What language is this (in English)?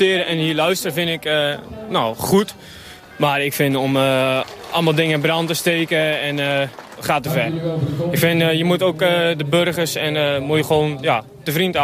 Dutch